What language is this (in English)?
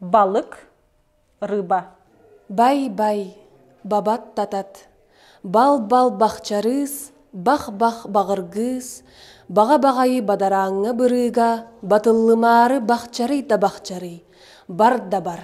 Yakut